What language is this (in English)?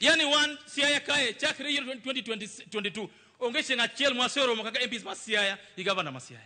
Luo (Kenya and Tanzania)